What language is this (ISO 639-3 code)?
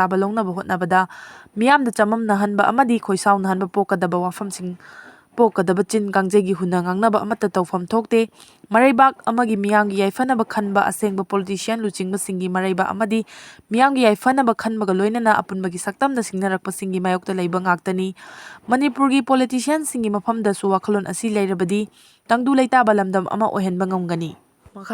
mni